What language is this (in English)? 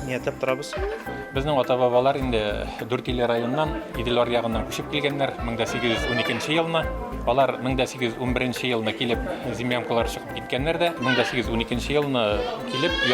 Bashkir